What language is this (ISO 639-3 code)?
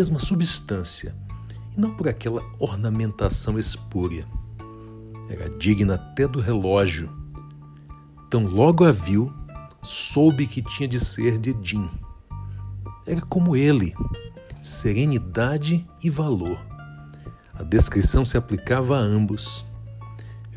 por